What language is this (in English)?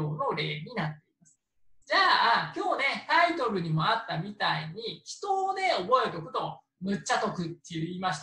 Japanese